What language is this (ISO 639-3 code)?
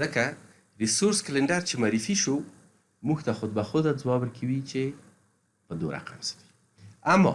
pus